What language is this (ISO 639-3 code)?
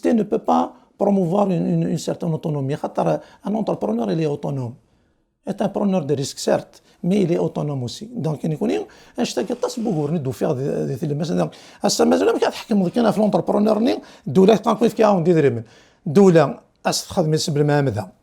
kab